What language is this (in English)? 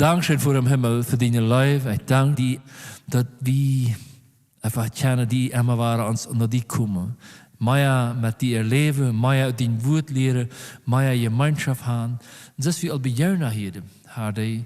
Plautdietsch